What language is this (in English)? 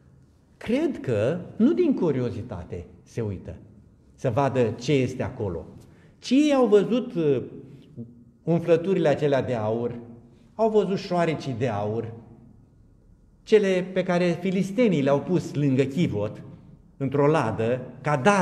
Romanian